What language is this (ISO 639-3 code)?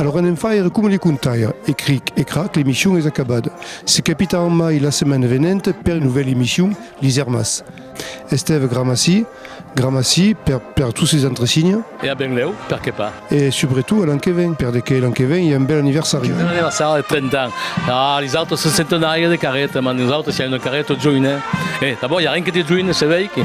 oci